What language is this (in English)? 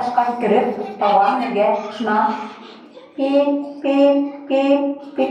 Bashkir